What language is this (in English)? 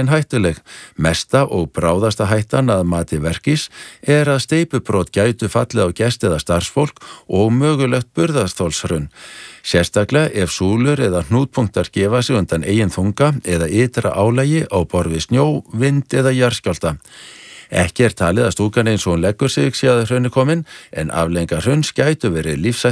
Icelandic